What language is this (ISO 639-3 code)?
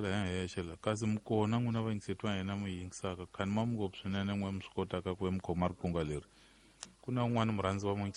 tso